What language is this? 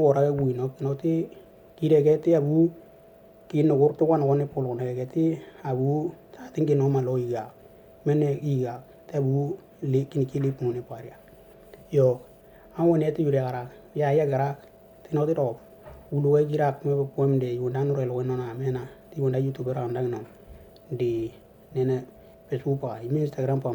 Western Dani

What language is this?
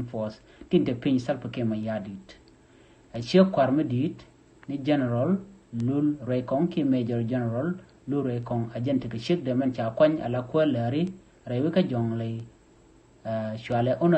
Nuer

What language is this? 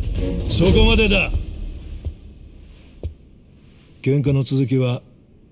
Japanese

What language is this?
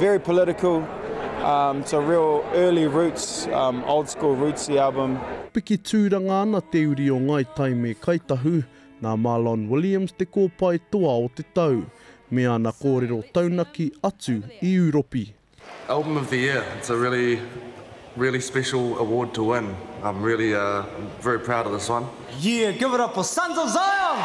Māori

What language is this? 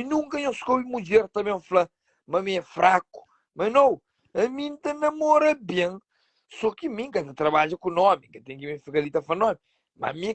Kabuverdianu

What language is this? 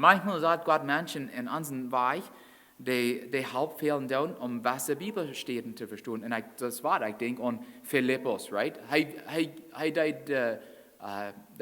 Plautdietsch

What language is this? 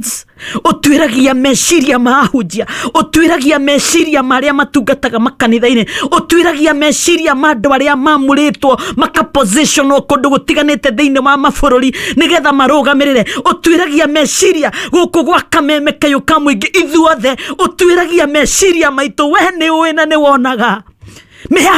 Kikuyu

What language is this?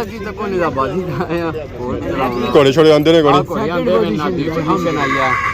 Pahari-Potwari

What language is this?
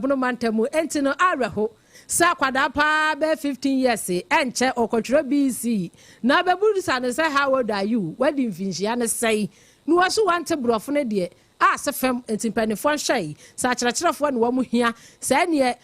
Akan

